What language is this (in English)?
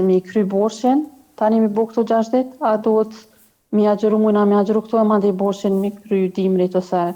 Albanian